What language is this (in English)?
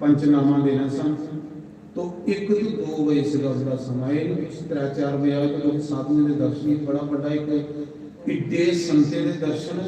Dogri